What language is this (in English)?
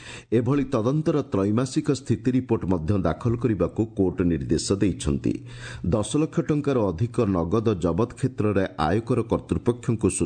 Odia